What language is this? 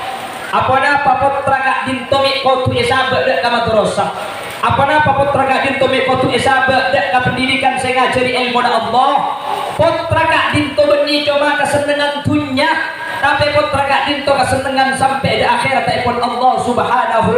Madurese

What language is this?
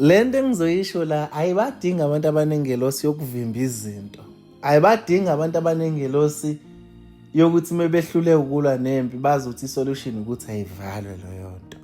Zulu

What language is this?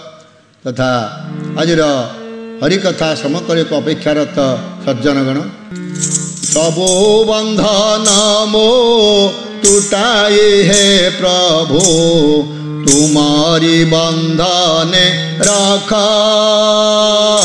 Odia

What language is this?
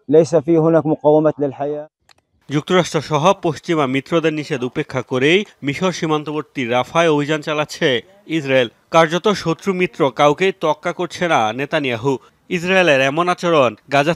Bangla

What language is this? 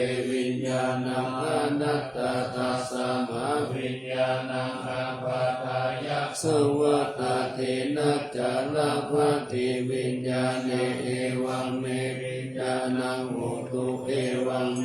Pali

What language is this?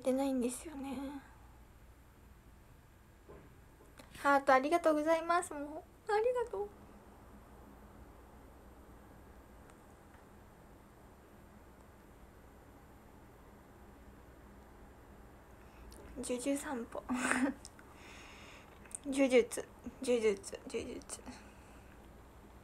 Japanese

